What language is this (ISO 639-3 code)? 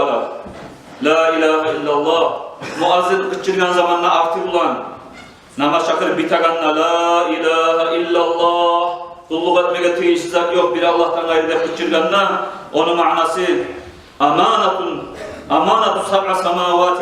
kum